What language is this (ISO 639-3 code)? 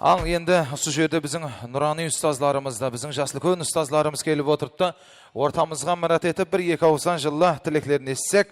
kaa